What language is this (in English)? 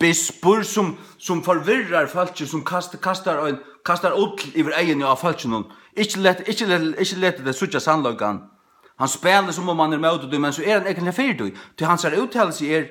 Faroese